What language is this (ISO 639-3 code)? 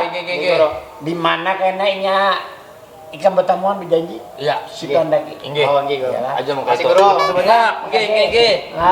bjn